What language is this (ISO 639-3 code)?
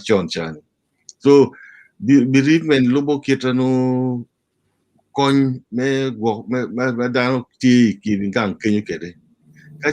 ach